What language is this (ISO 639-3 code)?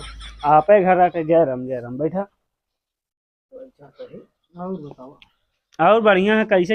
awa